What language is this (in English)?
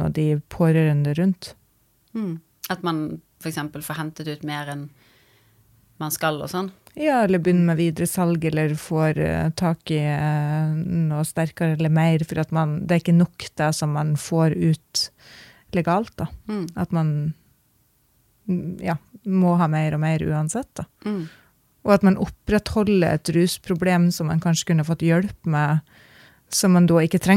Norwegian